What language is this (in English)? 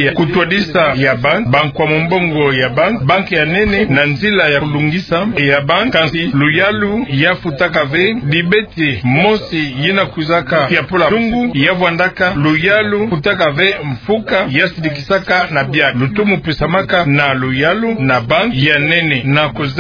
Kituba (Democratic Republic of Congo)